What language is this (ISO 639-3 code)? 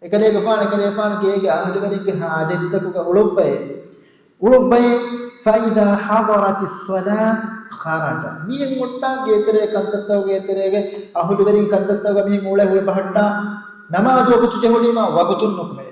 div